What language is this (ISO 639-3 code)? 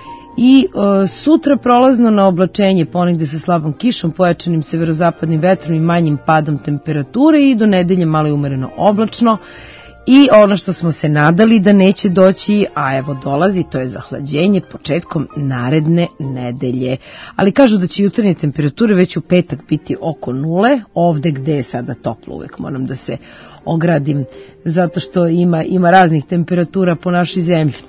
srp